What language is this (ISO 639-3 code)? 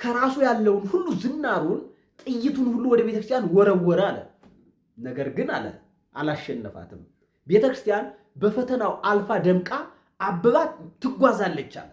amh